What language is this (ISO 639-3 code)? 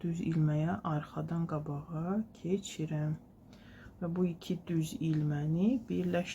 aze